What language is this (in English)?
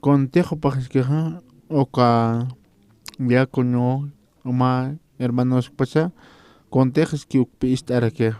Aymara